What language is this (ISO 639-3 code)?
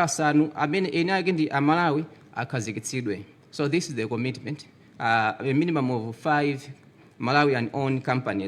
nya